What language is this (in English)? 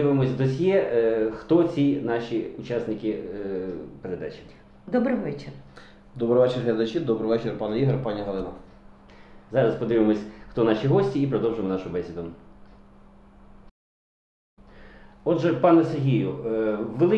Ukrainian